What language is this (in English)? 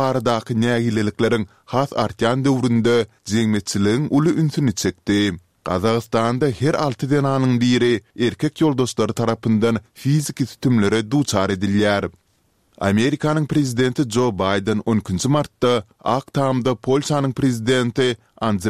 Turkmen